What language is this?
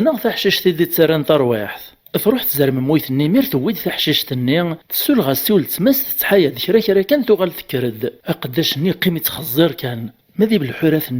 Kabyle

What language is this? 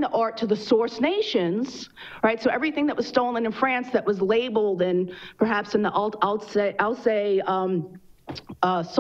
English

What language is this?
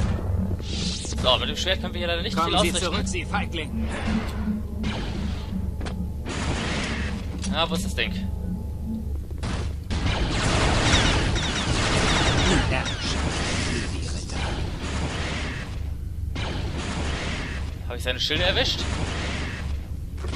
German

